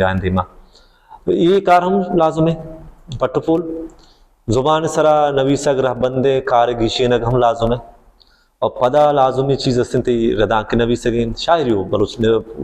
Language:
Baluchi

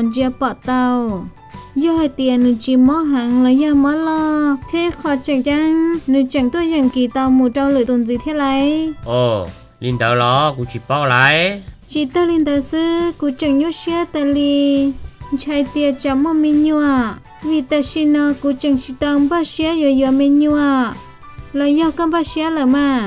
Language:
Hmong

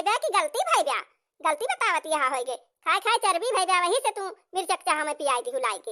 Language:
Awadhi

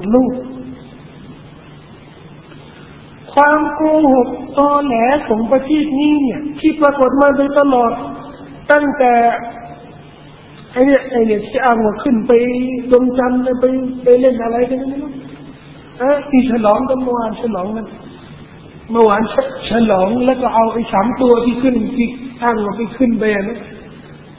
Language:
Thai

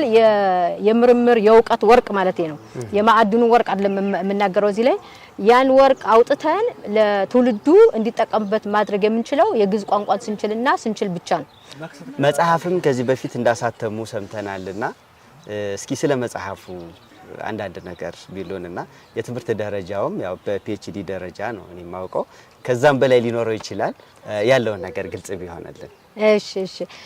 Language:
Amharic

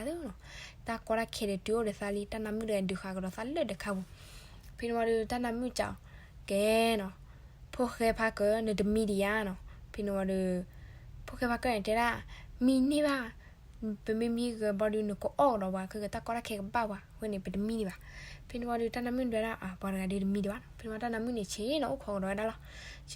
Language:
S'gaw Karen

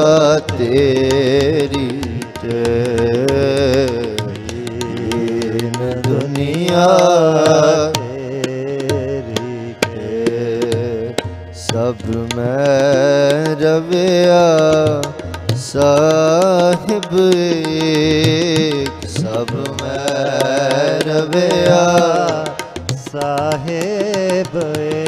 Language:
Punjabi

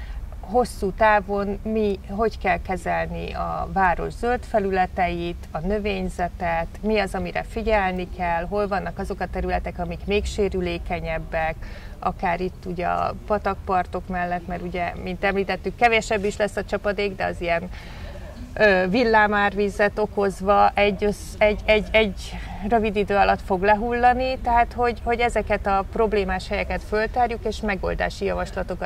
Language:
Hungarian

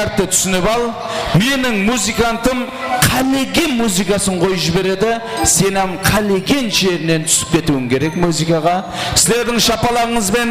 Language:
Kara-Kalpak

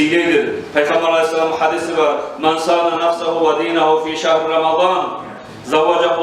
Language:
Kumyk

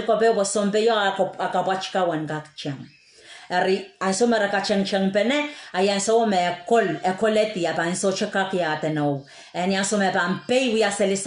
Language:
Pohnpeian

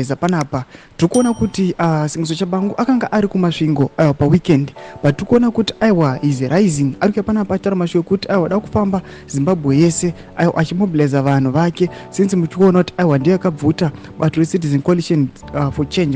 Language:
Shona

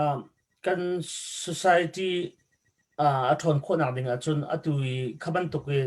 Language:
Hakha Chin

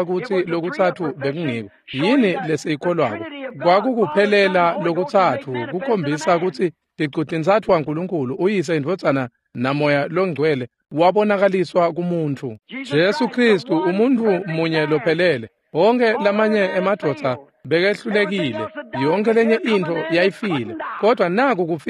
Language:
Swati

